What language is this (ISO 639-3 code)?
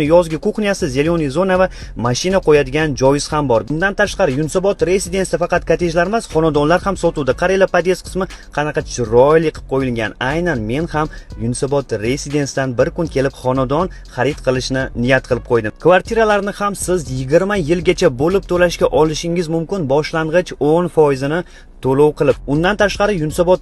uzb